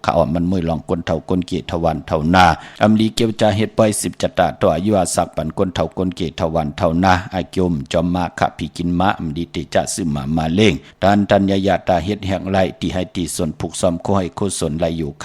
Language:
Shan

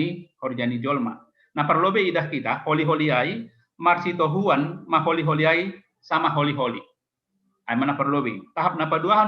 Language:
Batak Simalungun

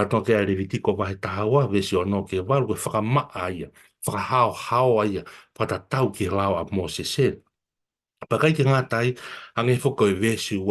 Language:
Tongan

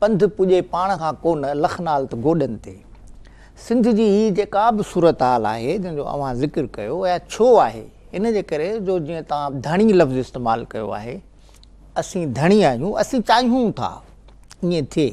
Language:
Sindhi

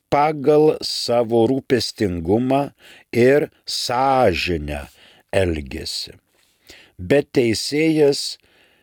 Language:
Lithuanian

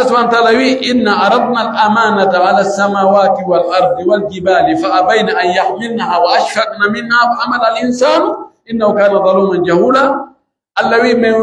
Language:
Pular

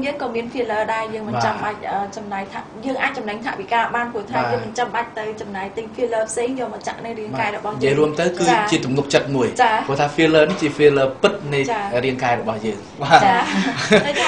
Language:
Khmer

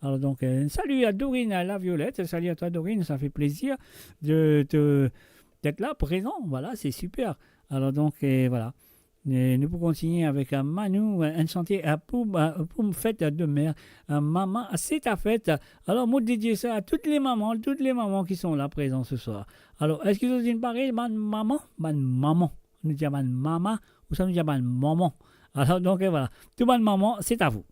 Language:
Morisyen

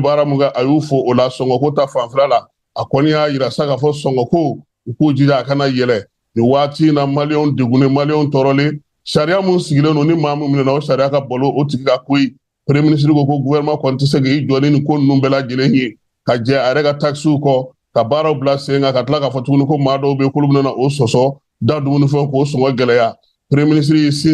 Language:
Bambara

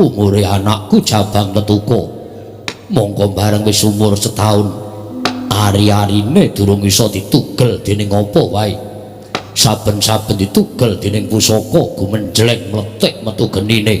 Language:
Javanese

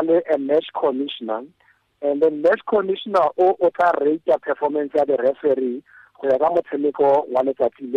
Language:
Tswana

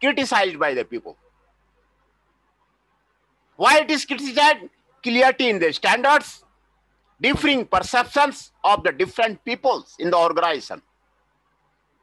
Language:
English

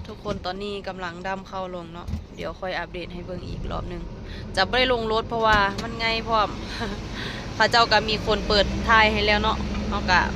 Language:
Lao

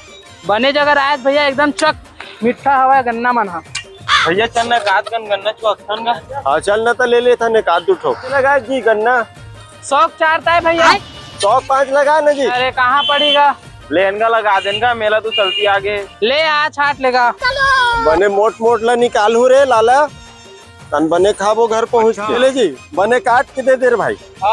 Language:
Chhattisgarhi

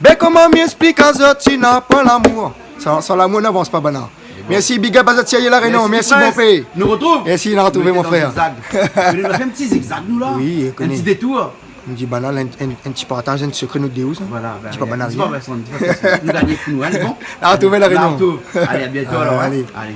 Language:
Réunion Creole French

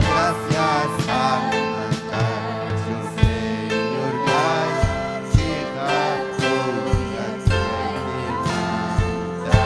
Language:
Ayacucho Quechua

